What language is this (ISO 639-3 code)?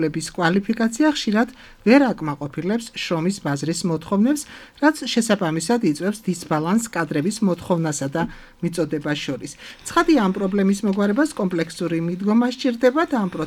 kat